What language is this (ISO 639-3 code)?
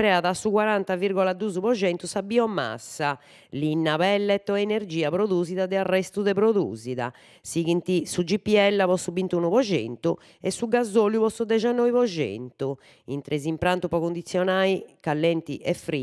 srd